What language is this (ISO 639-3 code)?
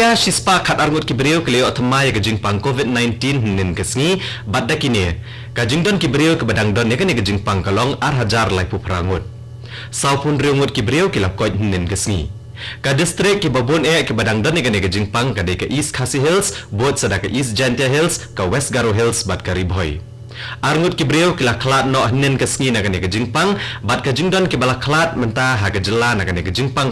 kha